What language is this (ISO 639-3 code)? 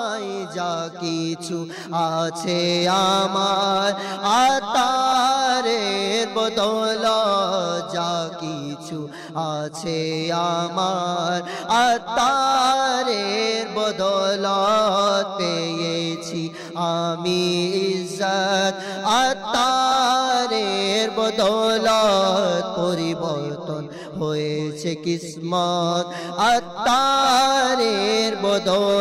ben